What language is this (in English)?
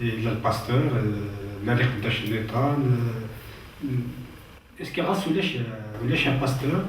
Kabyle